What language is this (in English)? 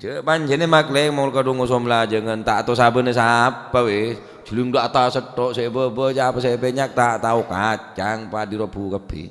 Madurese